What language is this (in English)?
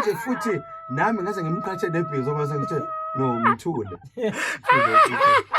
Zulu